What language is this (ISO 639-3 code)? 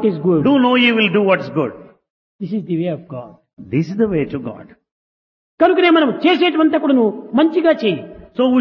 tel